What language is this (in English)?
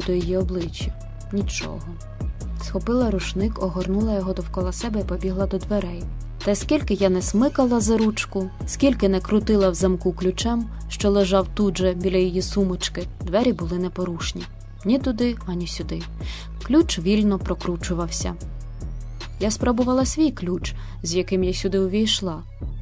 Ukrainian